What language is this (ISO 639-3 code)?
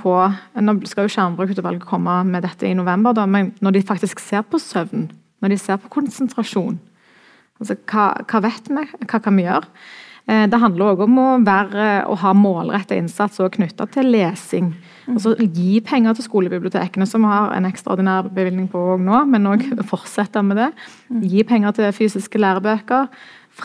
nor